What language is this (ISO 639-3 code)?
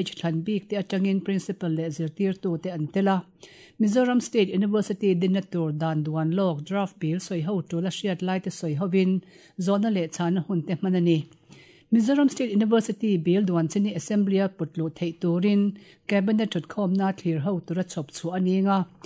lus